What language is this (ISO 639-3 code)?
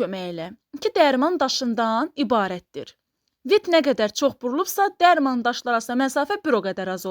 aze